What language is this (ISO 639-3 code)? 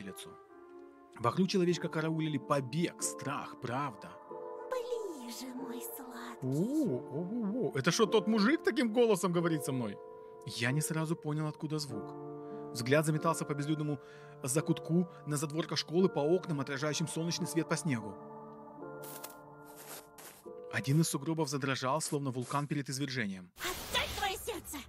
rus